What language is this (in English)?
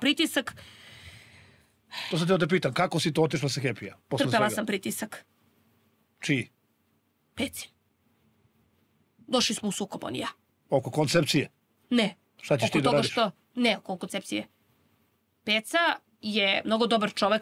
Serbian